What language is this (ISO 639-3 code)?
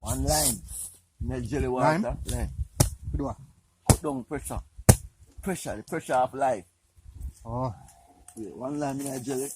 jam